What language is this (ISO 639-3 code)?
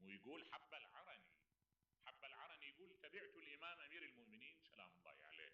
acm